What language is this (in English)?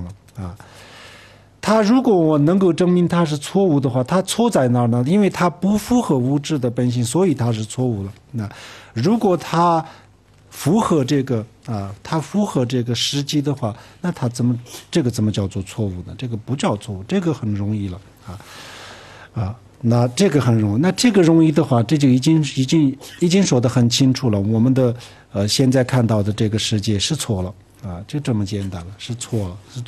Chinese